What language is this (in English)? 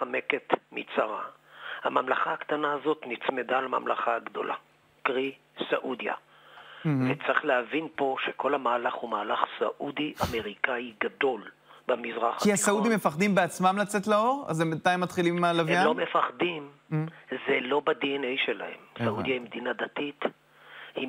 Hebrew